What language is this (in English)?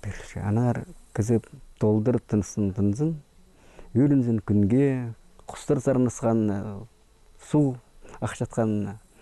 Khakas